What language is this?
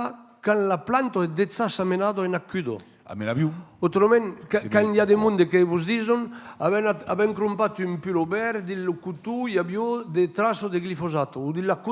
Occitan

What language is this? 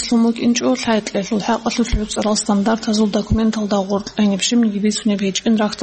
Avaric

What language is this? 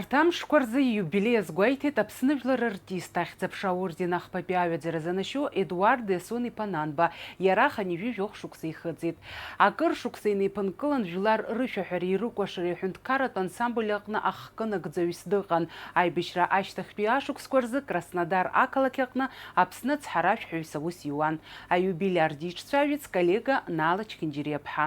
Abkhazian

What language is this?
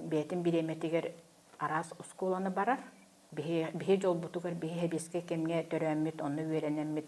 Yakut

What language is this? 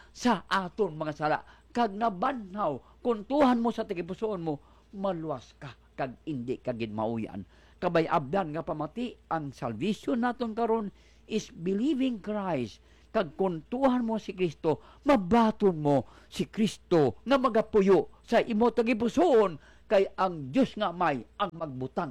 Hiligaynon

